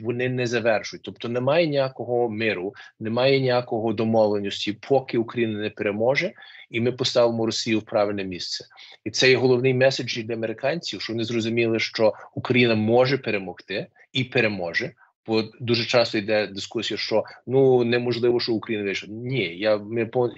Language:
Ukrainian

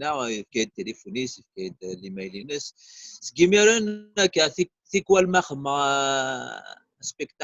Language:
Kabyle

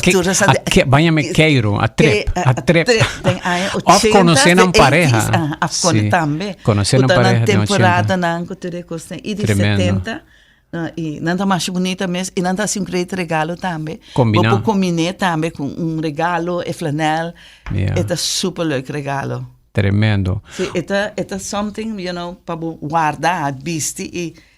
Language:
Papiamento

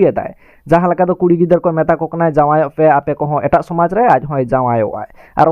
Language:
Santali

